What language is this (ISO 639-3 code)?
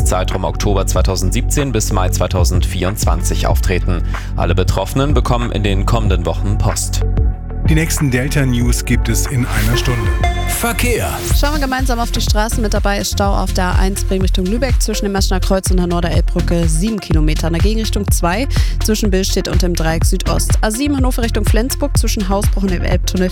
deu